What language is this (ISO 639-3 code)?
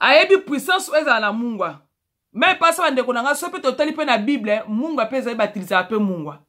lin